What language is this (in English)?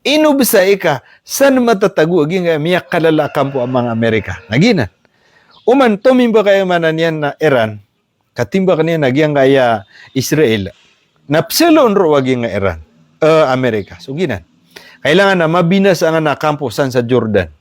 Maranao